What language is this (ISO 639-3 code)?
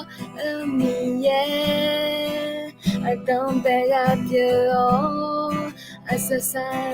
ahk